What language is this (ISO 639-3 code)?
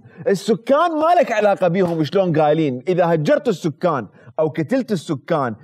acm